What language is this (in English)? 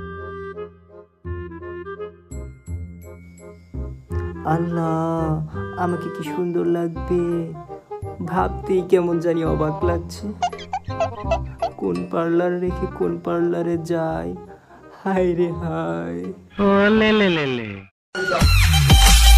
Bangla